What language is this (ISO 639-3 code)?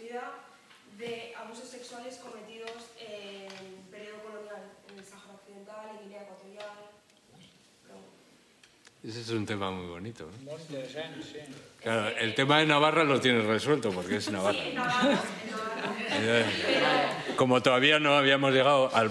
spa